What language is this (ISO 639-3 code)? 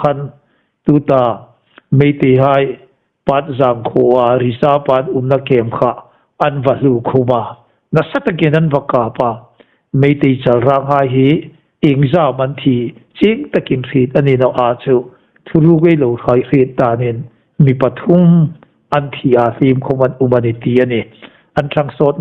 hmr